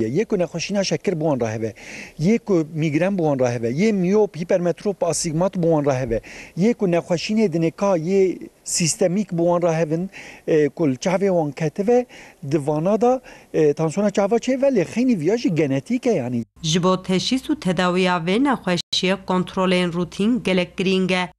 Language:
Kurdish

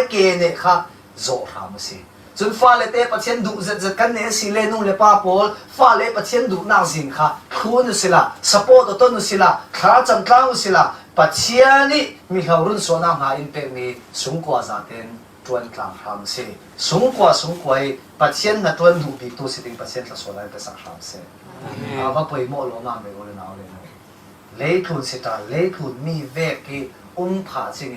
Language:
Falam Chin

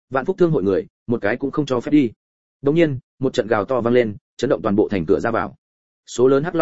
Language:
Vietnamese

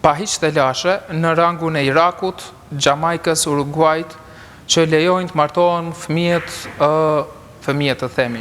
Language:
Albanian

